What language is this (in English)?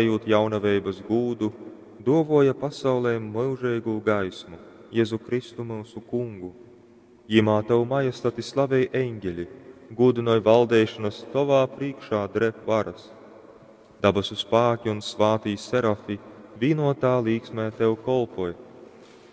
Latgalian